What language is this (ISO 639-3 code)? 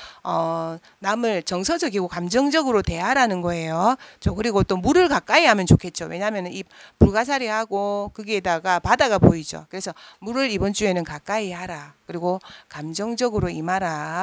kor